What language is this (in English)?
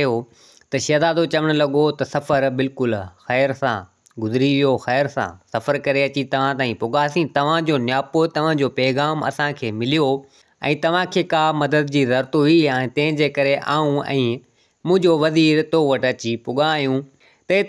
Sindhi